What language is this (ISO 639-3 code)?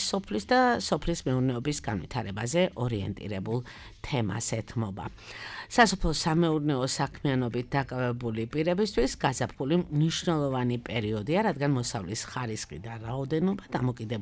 kat